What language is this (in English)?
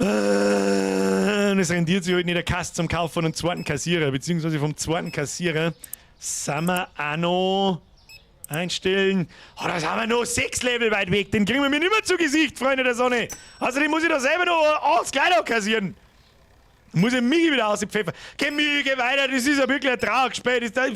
Bavarian